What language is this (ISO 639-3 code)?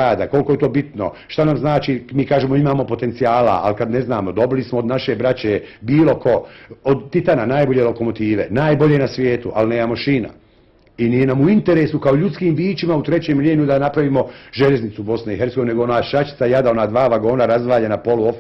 bos